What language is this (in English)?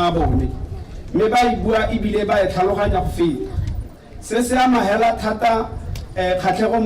Tswana